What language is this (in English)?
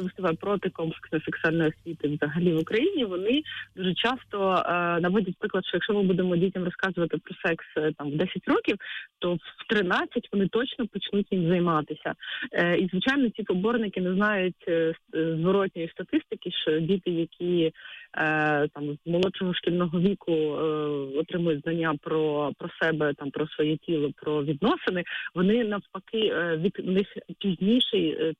Ukrainian